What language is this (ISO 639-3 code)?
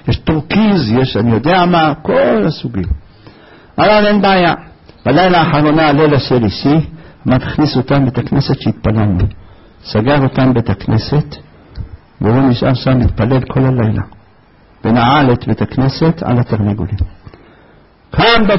heb